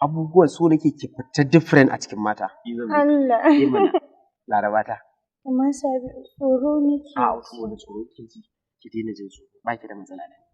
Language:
Hausa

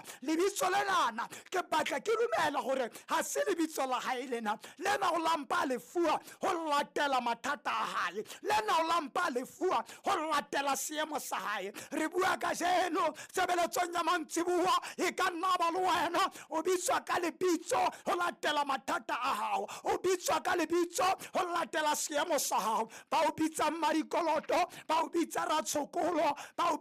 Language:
Southern Sotho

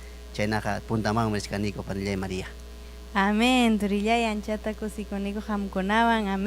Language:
Ayacucho Quechua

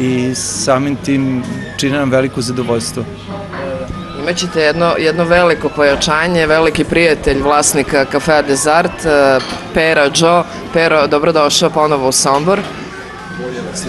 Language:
Serbian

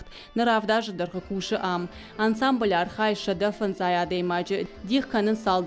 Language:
Ossetic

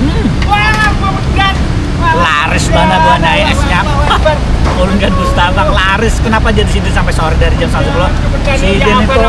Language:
Banjar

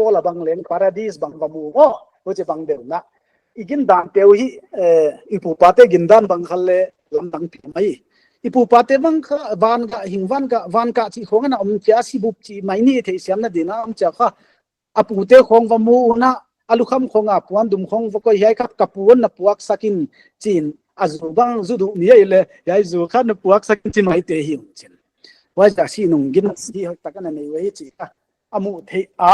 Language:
Paite Chin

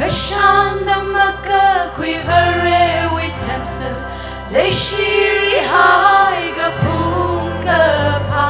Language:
Tangkhul Naga (India)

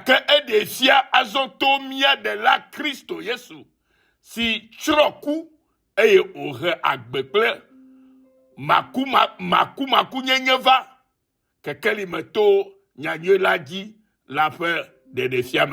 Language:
Ewe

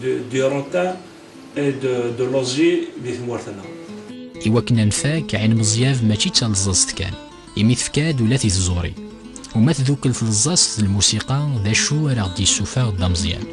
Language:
Kabyle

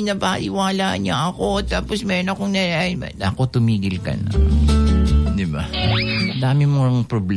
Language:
Filipino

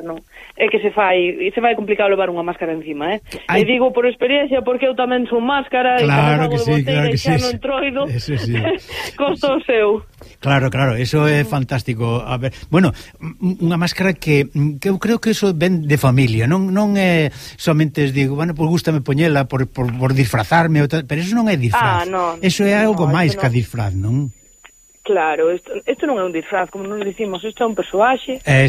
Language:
Galician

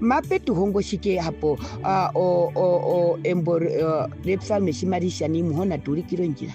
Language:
Herero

